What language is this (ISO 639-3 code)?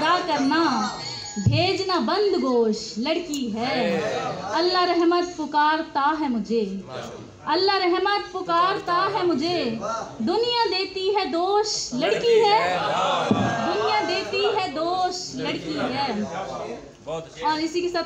skr